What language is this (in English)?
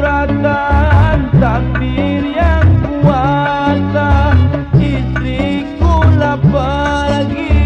Betawi